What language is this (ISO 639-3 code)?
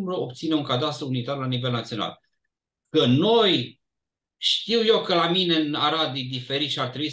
ron